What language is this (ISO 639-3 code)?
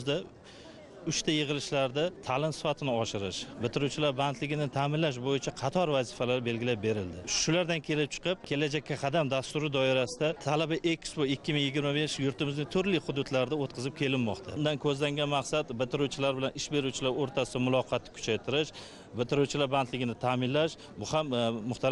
uzb